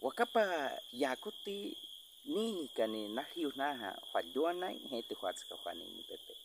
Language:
Baniwa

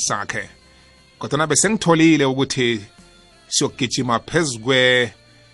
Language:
South Ndebele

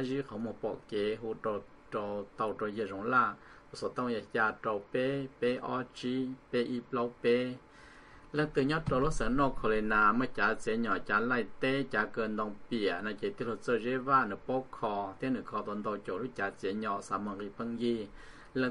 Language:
Vietnamese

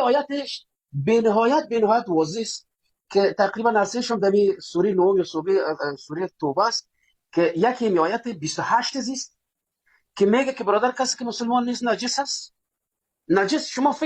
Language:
Persian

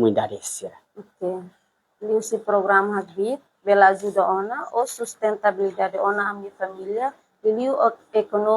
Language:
Tetum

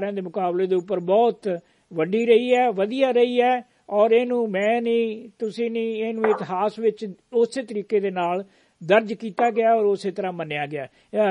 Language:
Punjabi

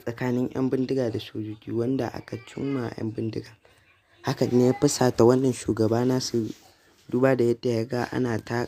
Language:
Hausa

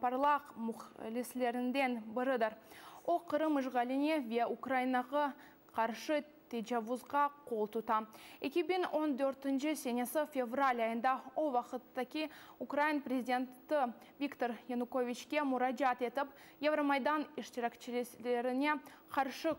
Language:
Crimean Tatar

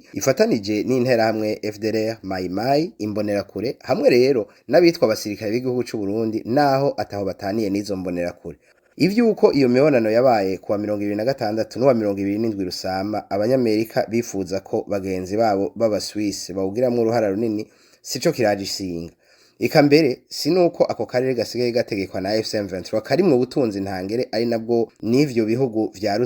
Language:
Rundi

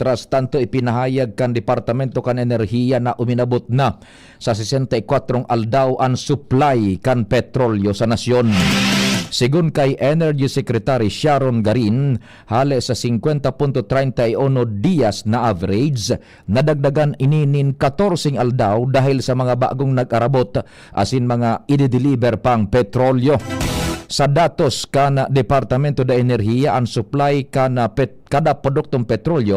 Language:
Bikol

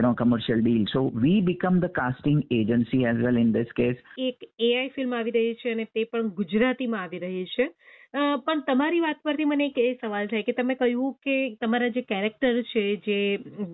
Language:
Gujarati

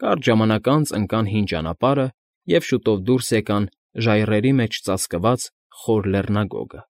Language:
Armenian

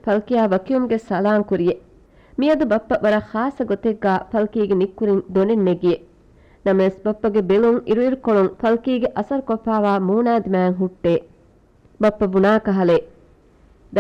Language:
Divehi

